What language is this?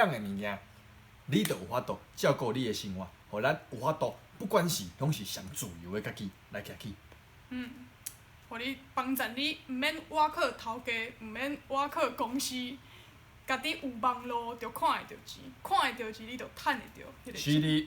Min Nan Chinese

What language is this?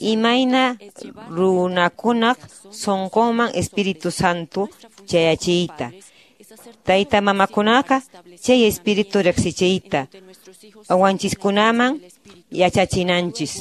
Quechua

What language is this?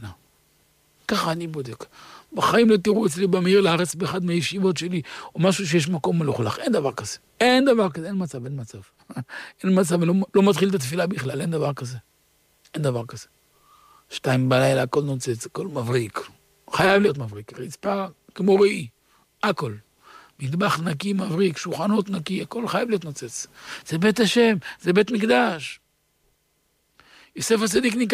Hebrew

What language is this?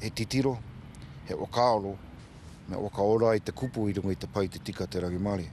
Māori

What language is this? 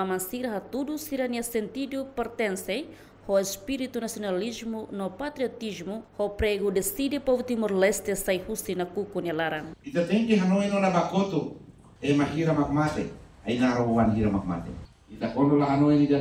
Tetum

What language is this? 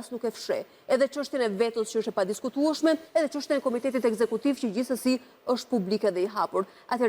Albanian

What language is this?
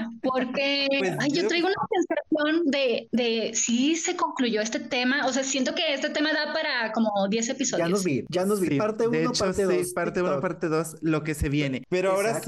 Spanish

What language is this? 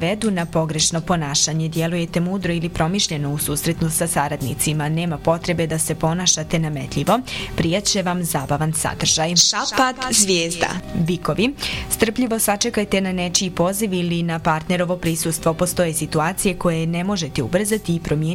Bosnian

